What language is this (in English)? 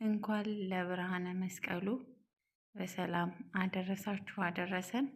Amharic